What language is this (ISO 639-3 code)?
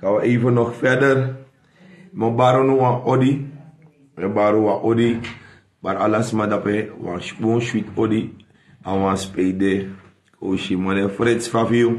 srn